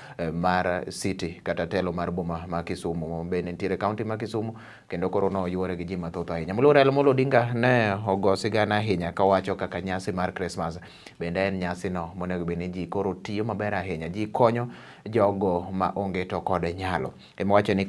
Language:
Luo (Kenya and Tanzania)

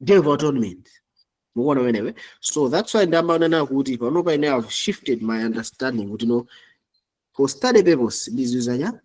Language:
Nyanja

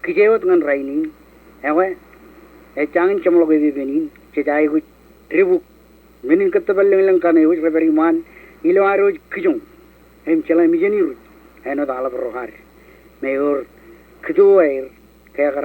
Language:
Marshallese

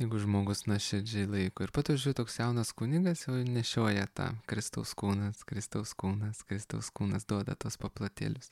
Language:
Lithuanian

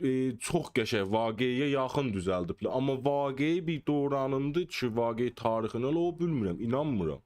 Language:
South Azerbaijani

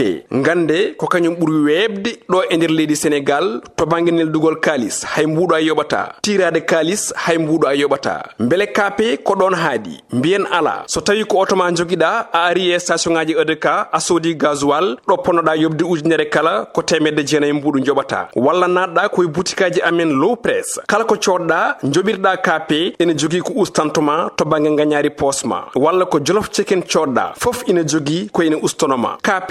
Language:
Fula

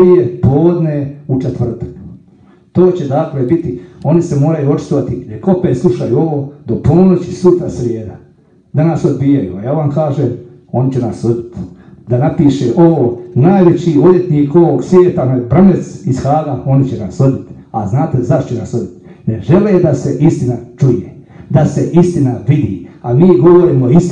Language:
Croatian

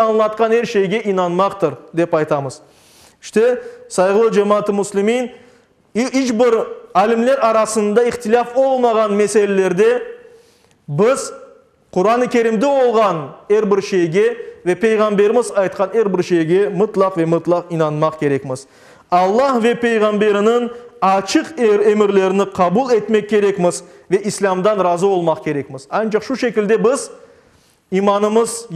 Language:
Crimean Tatar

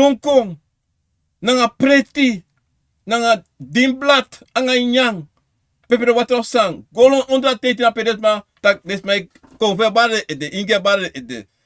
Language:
Sranan Tongo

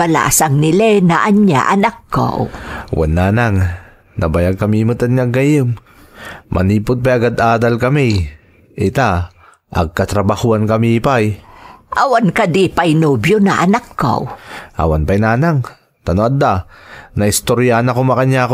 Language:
Iloko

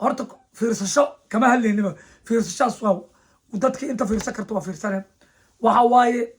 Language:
Somali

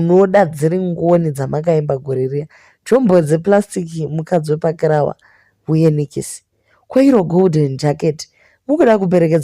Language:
Shona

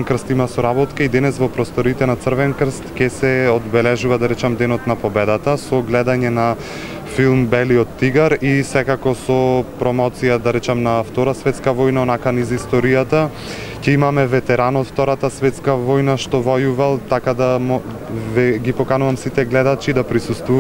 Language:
Macedonian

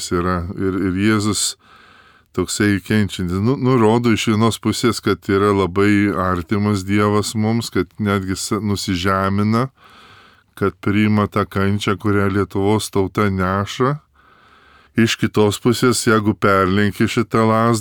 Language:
Lithuanian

